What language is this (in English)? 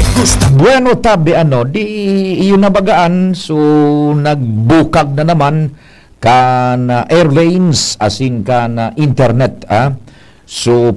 Bikol